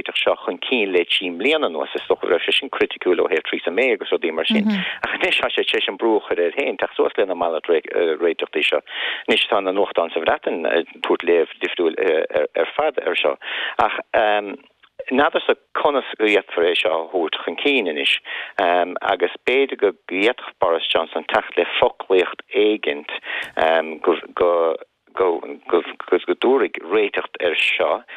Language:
Irish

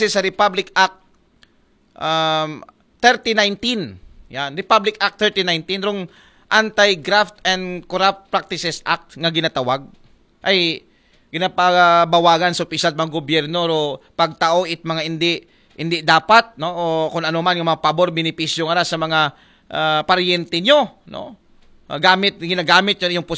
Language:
Aklanon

